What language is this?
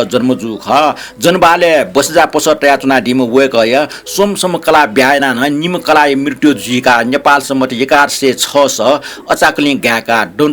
Newari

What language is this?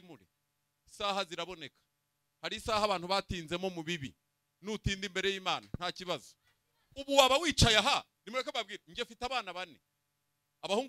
Kinyarwanda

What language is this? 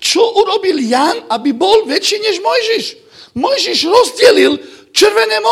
Slovak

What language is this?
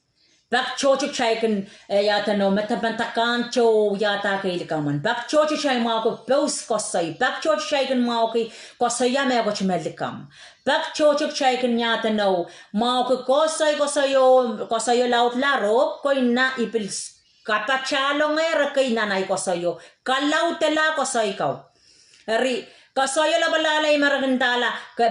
Pohnpeian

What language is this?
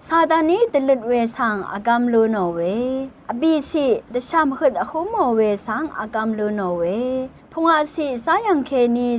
Rawang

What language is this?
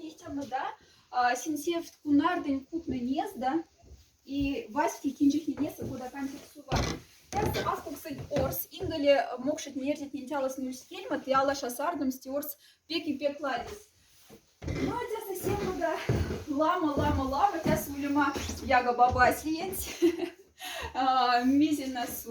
Moksha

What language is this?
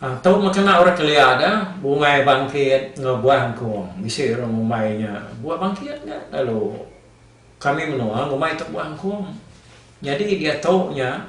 Iban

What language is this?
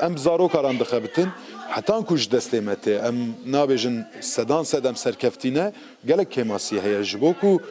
Kurdish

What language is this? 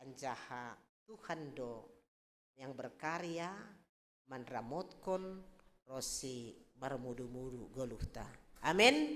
Batak Simalungun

